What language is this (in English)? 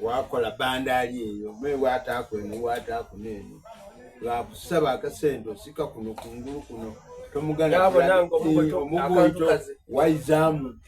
Soga